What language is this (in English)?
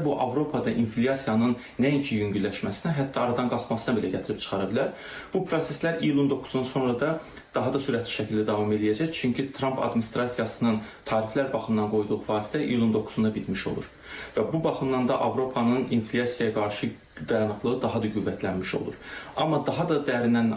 Azerbaijani